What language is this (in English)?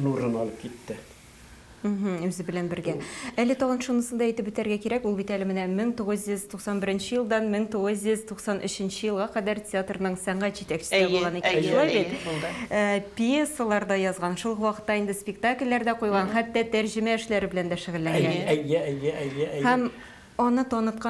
Tatar